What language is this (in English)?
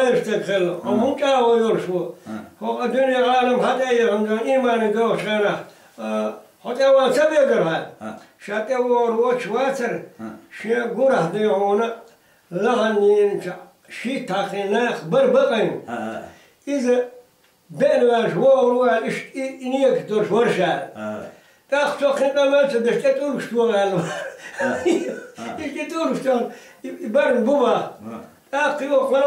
Chechen